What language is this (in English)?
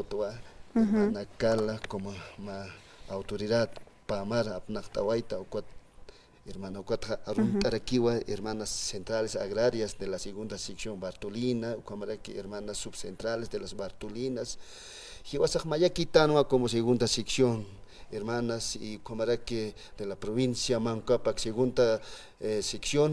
Aymara